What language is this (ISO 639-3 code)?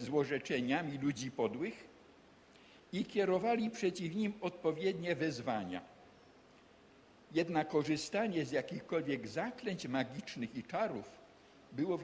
pol